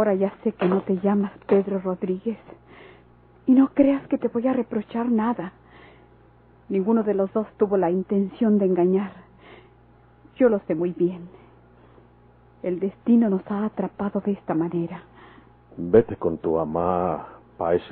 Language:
Spanish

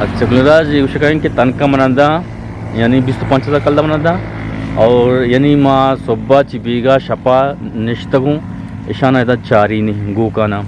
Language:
Eastern Balochi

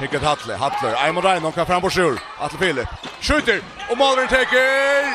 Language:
Faroese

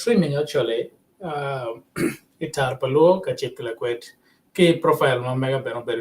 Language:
Acoli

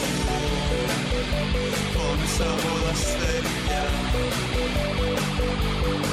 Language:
Greek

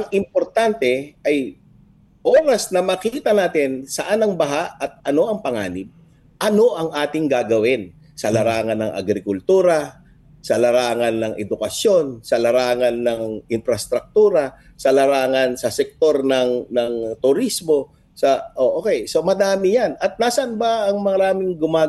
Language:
Filipino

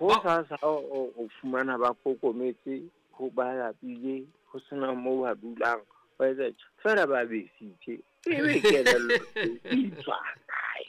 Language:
Southern Sotho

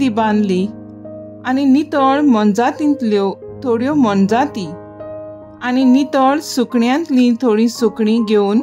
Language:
Konkani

